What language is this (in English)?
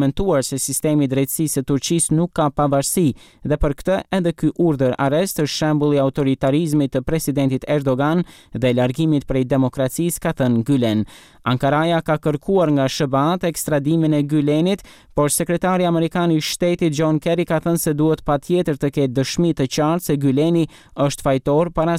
Albanian